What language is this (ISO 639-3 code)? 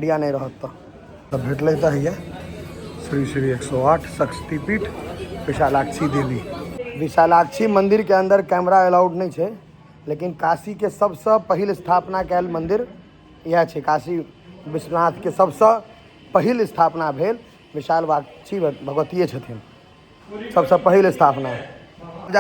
mai